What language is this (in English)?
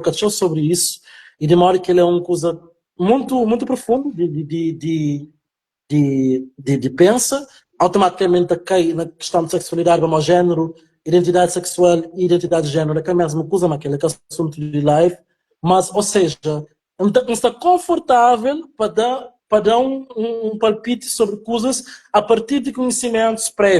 Kabuverdianu